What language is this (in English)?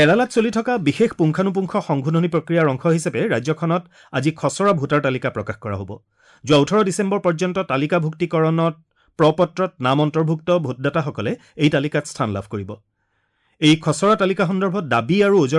Assamese